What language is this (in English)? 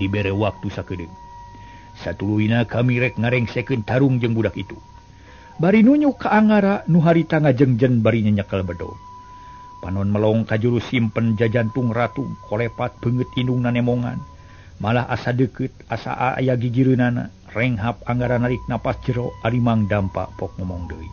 Sundanese